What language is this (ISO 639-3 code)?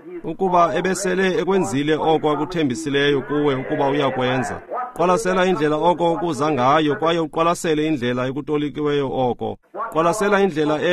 xho